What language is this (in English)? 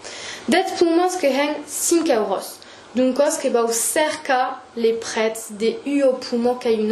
Occitan